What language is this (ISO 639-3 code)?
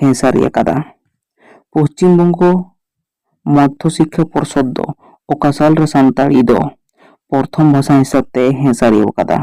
sat